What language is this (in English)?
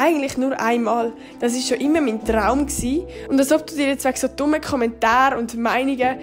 Swiss German